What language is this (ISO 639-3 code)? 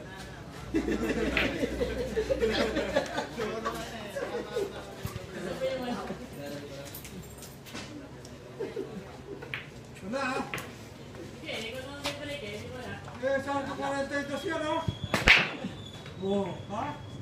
fil